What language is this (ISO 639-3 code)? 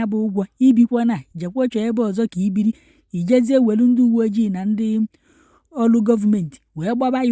ibo